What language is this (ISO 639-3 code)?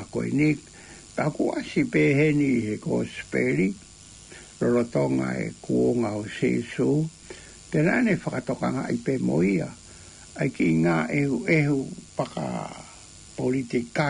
ton